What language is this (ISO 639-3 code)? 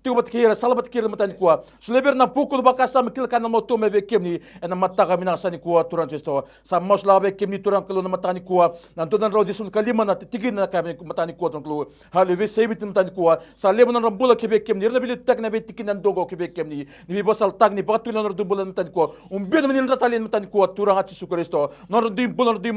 fij